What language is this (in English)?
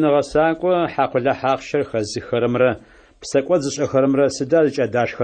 Adyghe